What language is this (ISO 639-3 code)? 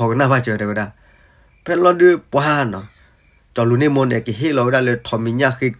ksw